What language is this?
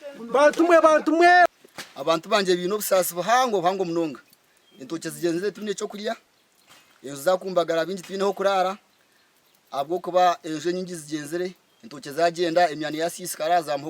Nyankole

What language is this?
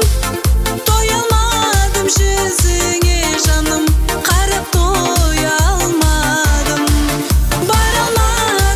Kara-Kalpak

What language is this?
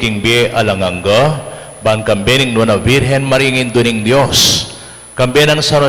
Pampanga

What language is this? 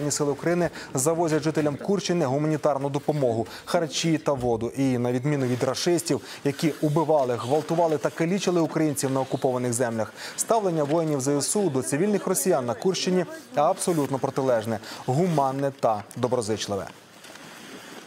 Ukrainian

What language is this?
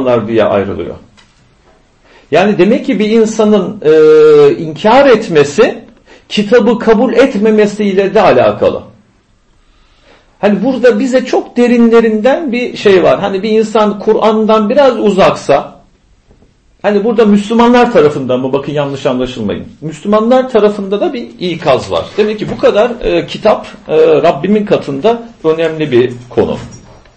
Turkish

